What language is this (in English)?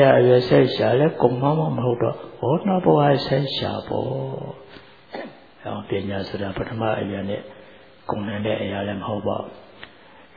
Burmese